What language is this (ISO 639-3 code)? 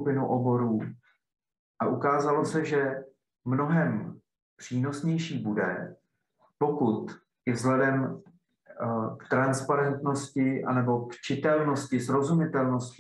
ces